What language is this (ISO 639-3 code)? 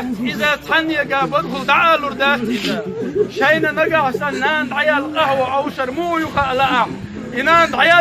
che